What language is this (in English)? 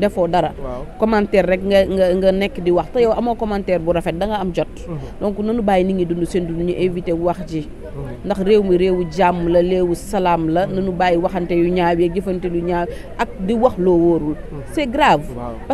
Wolof